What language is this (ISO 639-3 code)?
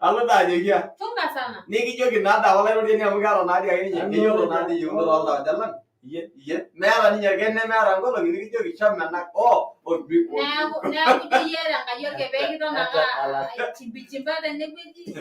mas